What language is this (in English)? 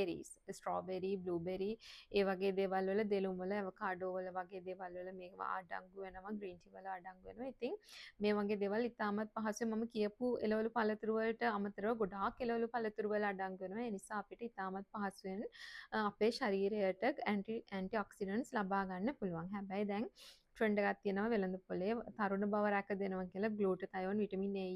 Sinhala